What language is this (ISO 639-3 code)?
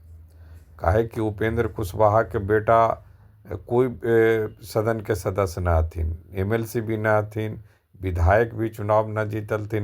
mag